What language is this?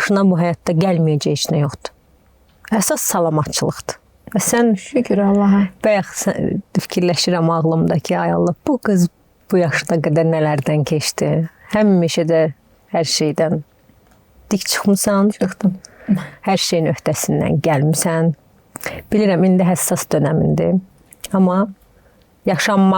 Azerbaijani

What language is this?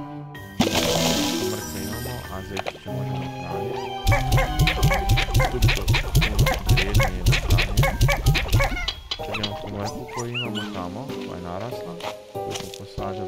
Croatian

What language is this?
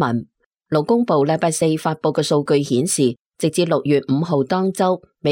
Cantonese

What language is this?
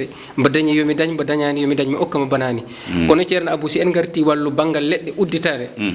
Fula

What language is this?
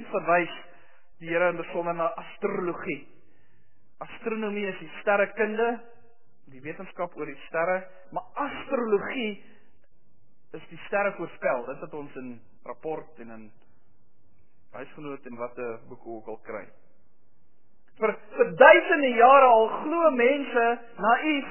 Afrikaans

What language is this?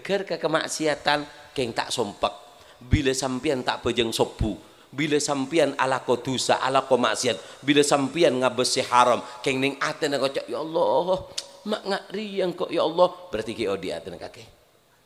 Madurese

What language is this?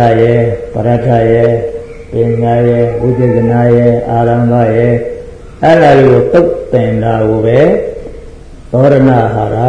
Burmese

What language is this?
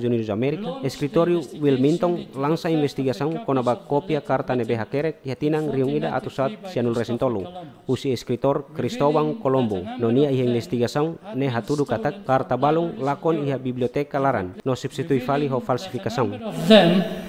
Tetum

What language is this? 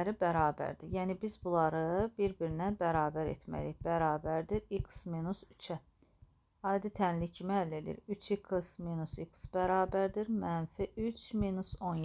Azerbaijani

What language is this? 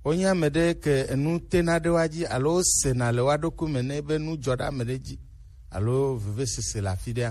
Gen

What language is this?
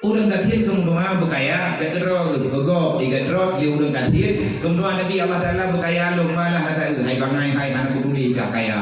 Achinese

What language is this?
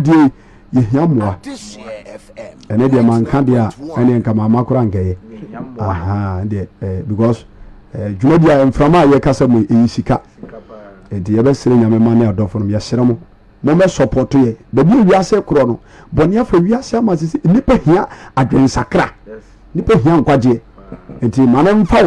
Akan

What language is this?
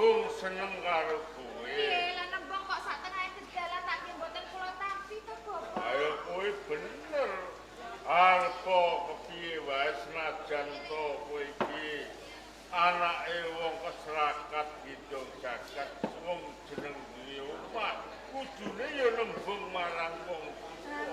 Javanese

